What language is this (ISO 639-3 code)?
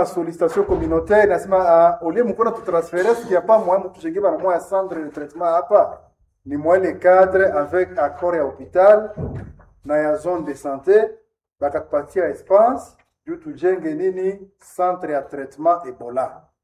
swa